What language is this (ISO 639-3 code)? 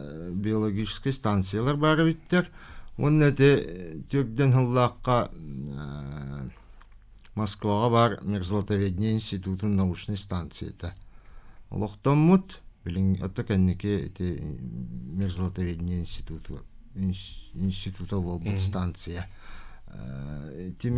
sah